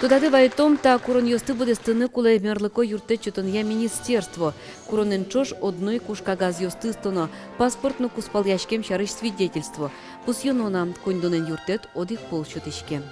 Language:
Udmurt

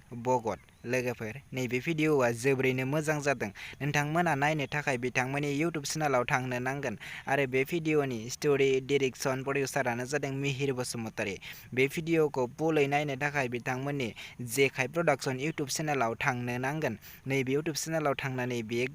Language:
Bodo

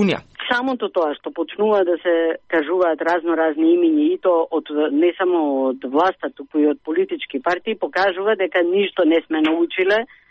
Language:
Macedonian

